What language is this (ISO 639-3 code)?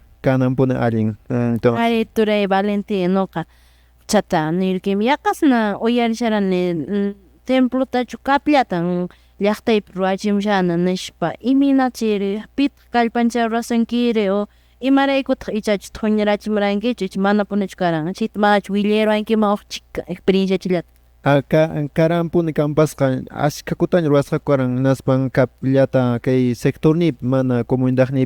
que